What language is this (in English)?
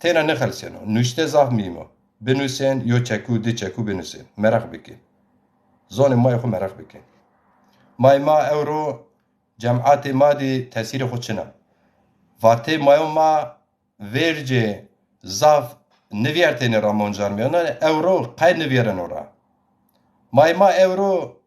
Zaza